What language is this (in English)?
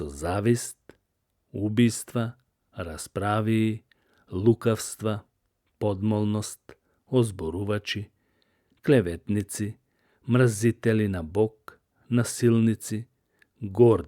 Macedonian